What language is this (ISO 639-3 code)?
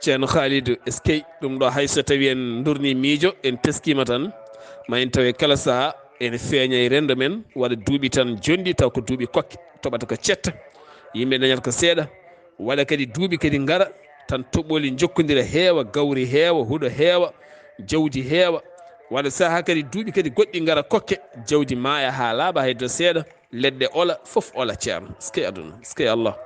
ful